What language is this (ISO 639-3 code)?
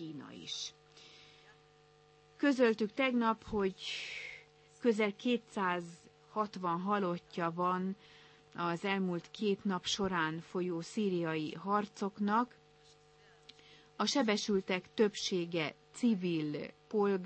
hun